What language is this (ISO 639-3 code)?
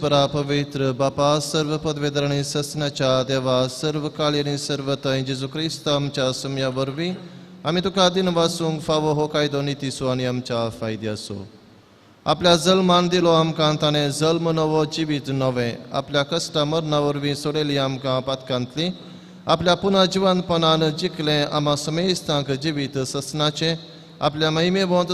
kok